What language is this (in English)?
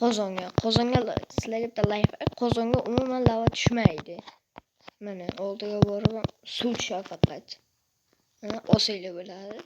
Uzbek